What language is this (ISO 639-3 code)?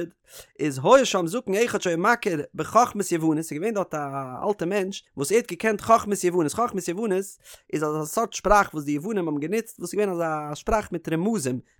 yid